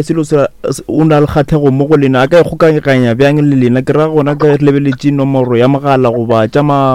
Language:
Northern Sotho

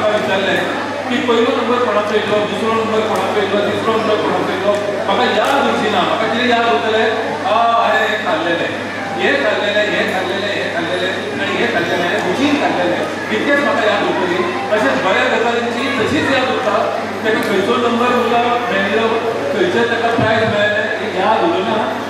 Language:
Konkani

